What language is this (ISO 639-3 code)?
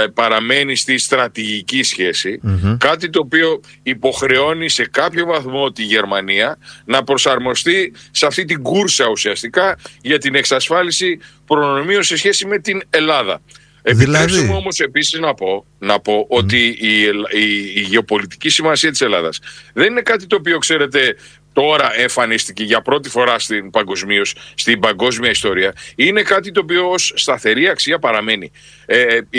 ell